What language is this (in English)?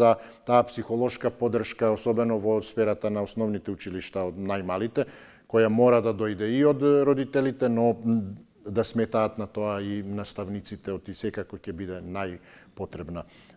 Macedonian